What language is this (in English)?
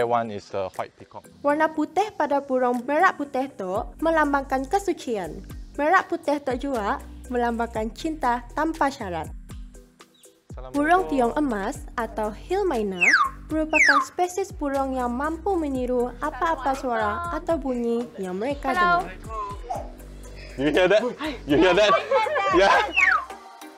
Malay